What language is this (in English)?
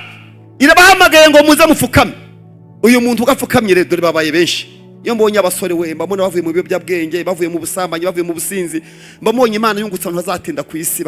Kinyarwanda